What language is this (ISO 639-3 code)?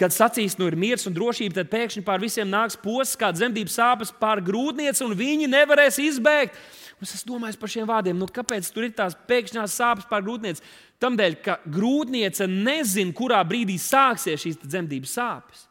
lav